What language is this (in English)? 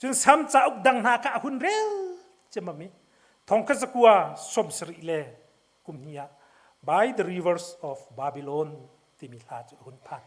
Hakha Chin